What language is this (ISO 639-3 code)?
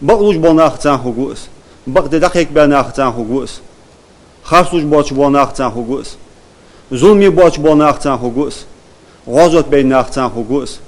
inh